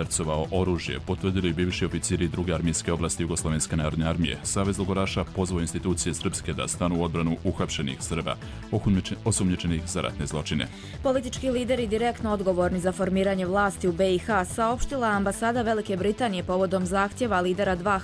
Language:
Croatian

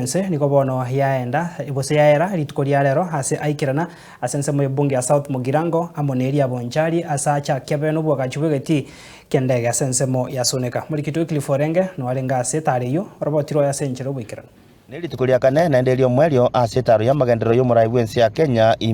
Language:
Gusii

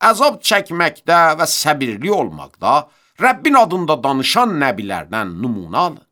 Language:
Azerbaijani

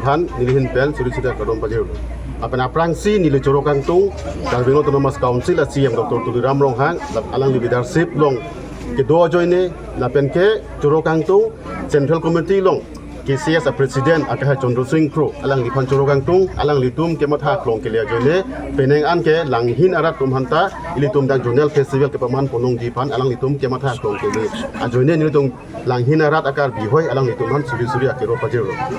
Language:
Karbi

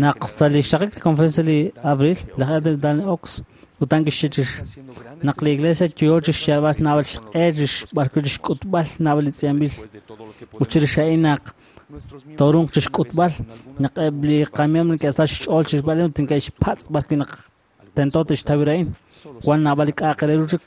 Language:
Kekchí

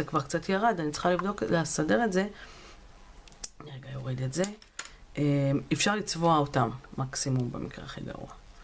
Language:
Hebrew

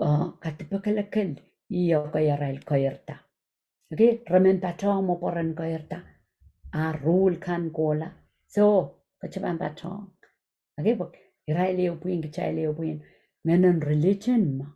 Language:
Pohnpeian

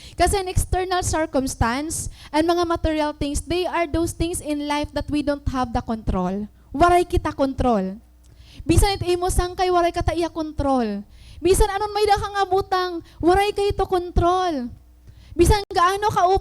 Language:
Waray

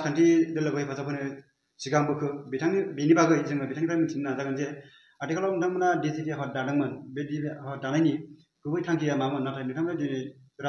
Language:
Bodo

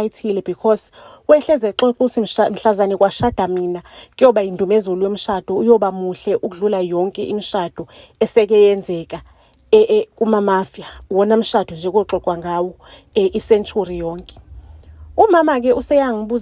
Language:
Zulu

